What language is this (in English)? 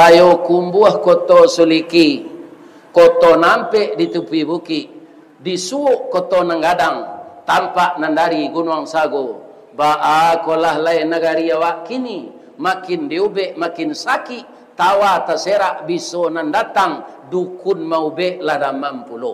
Minangkabau